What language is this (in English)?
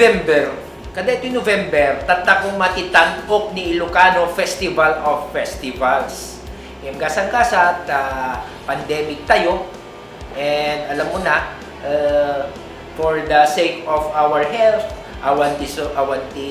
Iloko